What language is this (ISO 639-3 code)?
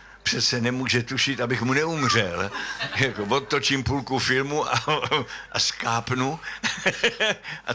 ces